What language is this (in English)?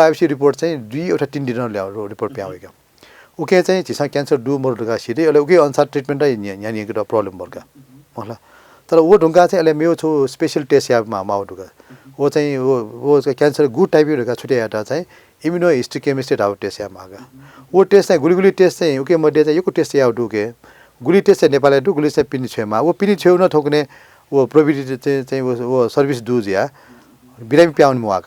Newari